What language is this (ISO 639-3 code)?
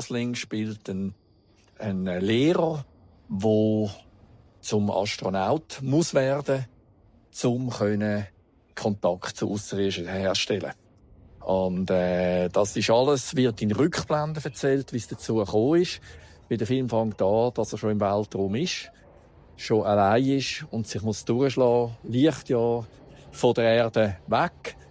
gsw